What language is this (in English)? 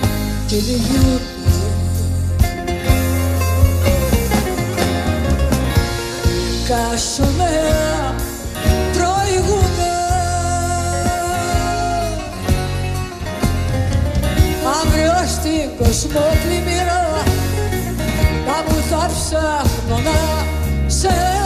Greek